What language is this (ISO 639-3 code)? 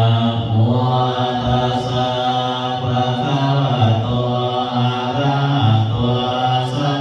pli